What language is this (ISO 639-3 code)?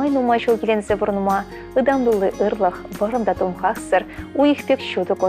chv